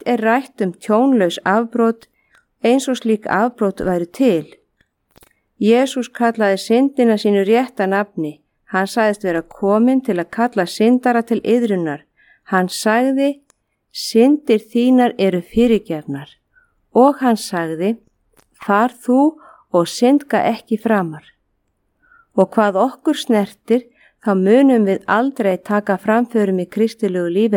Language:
Icelandic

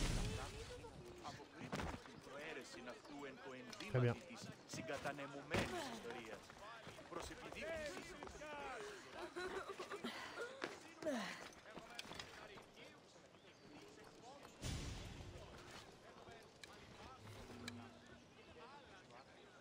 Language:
French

